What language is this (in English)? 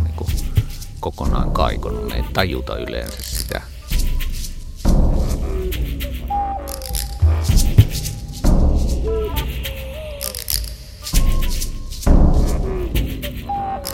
Finnish